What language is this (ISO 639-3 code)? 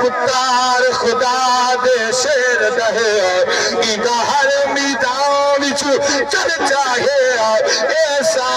skr